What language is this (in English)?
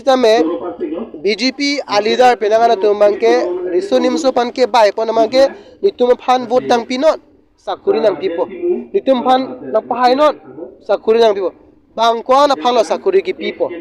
Karbi